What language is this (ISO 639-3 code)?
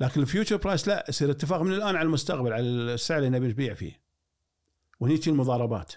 afb